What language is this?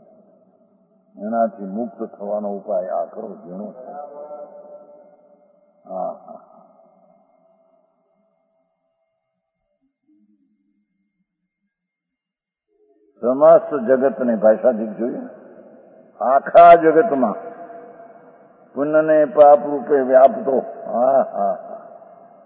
Gujarati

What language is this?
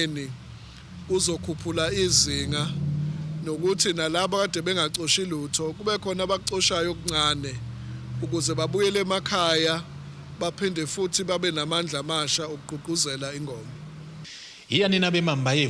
Zulu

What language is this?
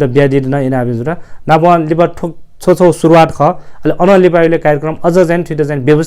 Newari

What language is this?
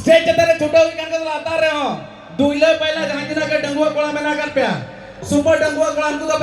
Santali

